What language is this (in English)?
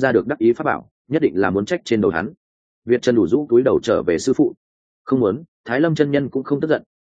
Vietnamese